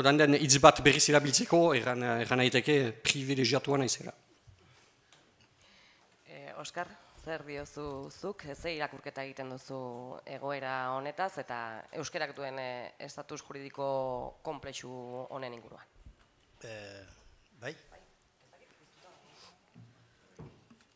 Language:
Basque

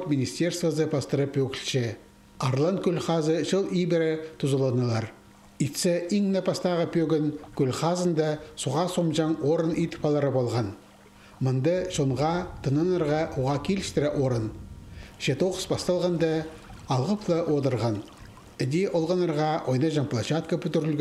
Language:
Khakas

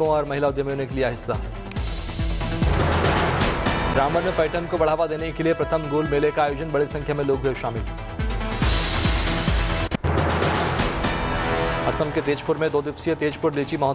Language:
Hindi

